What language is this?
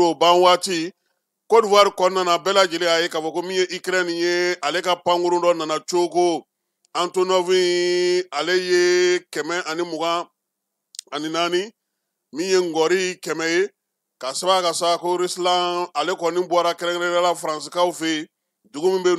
Bambara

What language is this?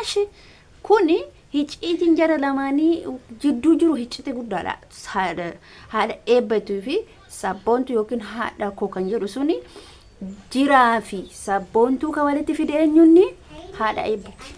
Oromo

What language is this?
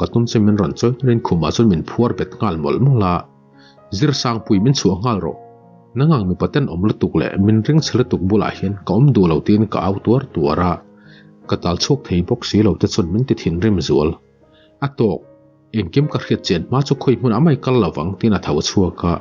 Mizo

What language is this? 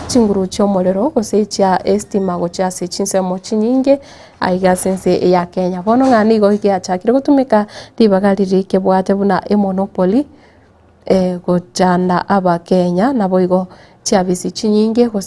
Gusii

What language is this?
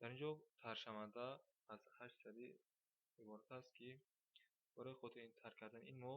Tajik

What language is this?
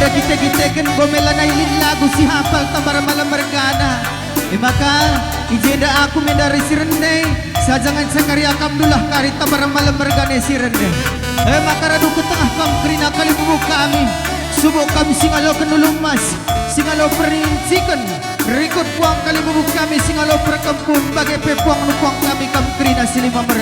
Batak Karo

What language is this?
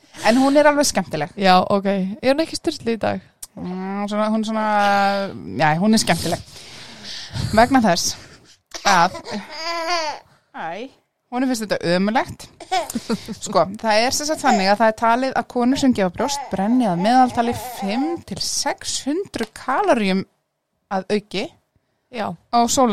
Icelandic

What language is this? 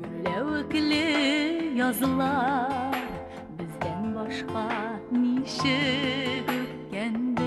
Tatar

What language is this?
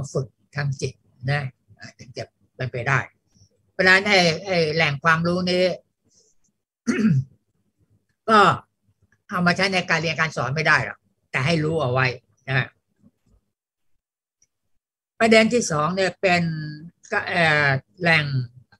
Thai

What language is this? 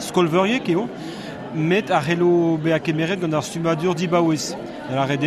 Breton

